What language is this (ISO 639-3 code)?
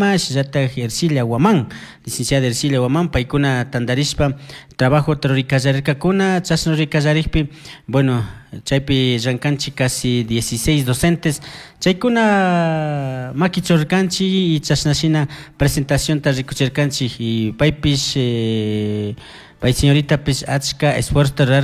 qug